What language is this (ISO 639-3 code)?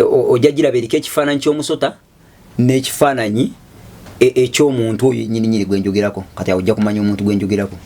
lug